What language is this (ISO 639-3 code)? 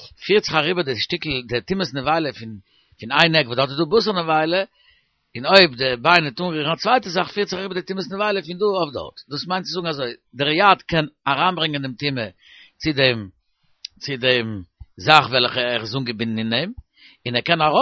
yid